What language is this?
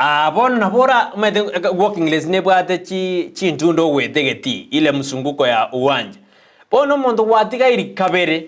Gusii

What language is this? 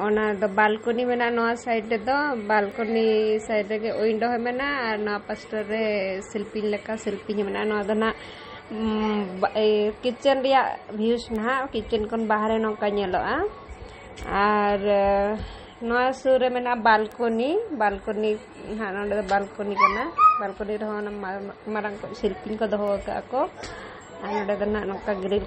Santali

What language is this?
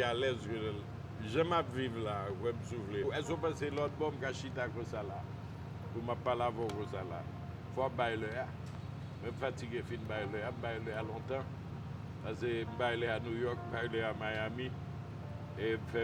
Haitian Creole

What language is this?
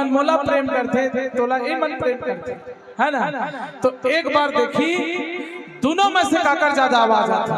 Chhattisgarhi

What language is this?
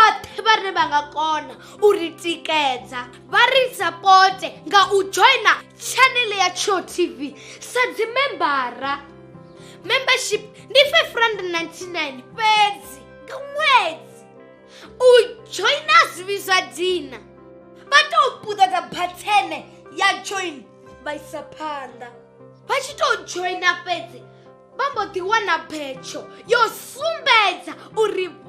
Venda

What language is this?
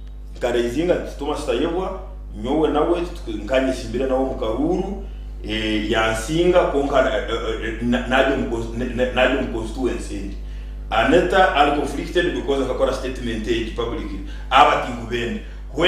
Nyankole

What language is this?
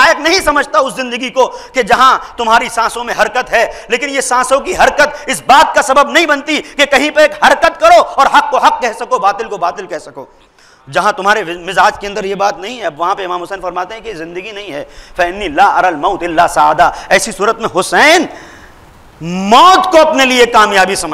Urdu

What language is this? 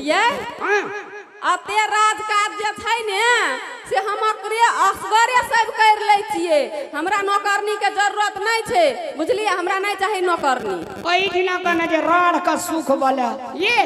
Maithili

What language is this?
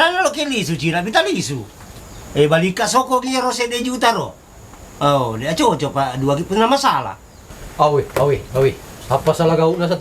Buginese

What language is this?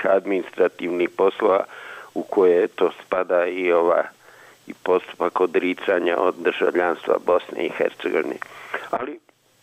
Bosnian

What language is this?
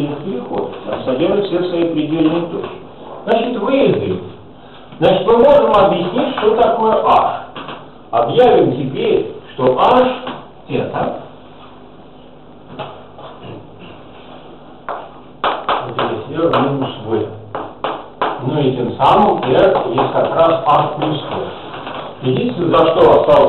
Russian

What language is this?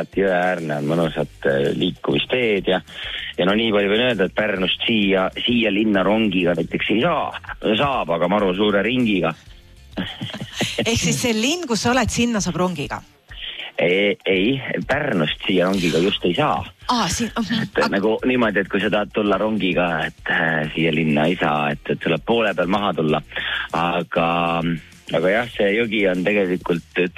Estonian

